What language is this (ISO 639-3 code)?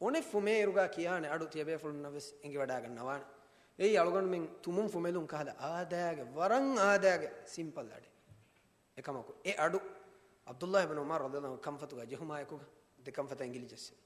div